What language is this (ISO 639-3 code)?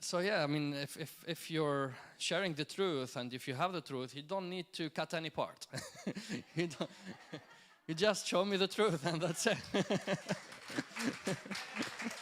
eng